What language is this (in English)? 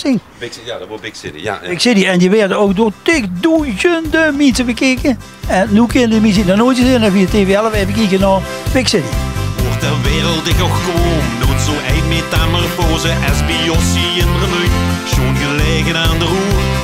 Limburgish